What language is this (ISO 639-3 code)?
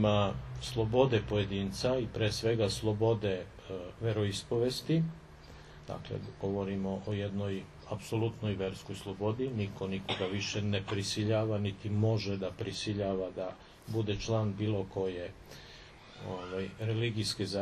srp